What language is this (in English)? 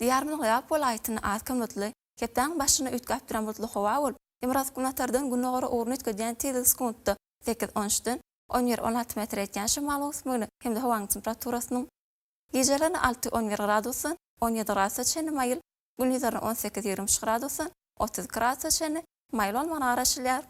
Turkmen